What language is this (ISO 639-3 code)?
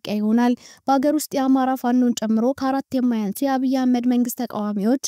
amh